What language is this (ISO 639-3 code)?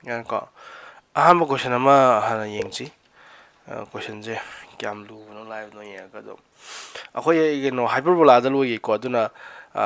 mni